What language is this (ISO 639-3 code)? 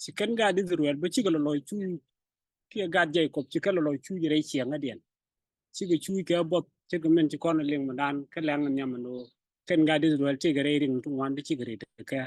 nus